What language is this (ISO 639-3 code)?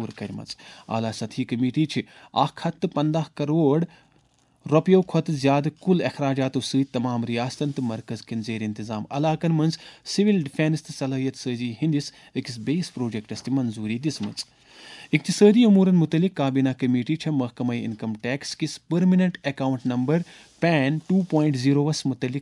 kas